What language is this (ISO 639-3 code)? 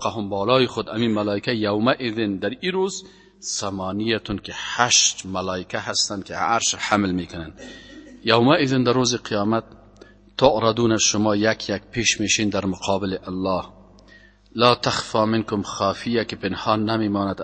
fas